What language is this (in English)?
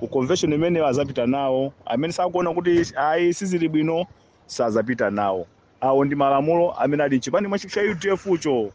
Nyanja